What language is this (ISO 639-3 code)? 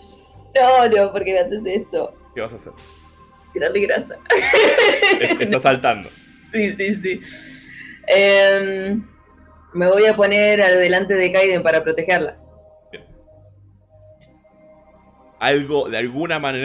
spa